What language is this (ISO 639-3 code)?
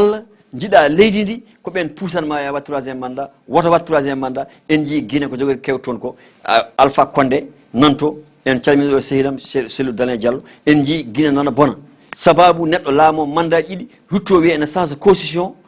ful